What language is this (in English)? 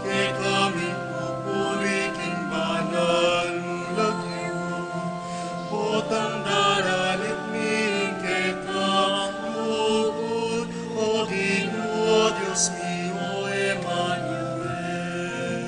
Pampanga